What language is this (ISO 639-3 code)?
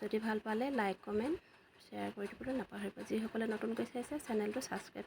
asm